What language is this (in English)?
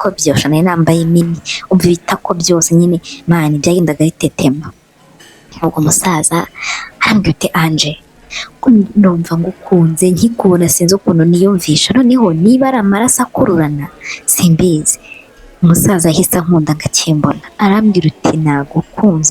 Kinyarwanda